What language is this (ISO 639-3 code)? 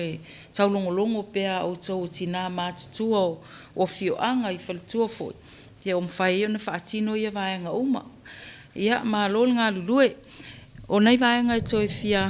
smo